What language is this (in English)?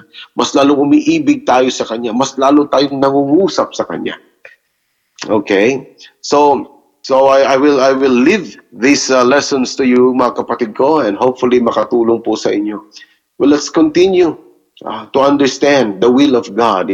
Filipino